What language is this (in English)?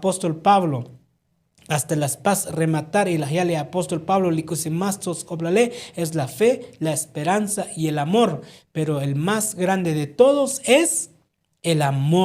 Tzotzil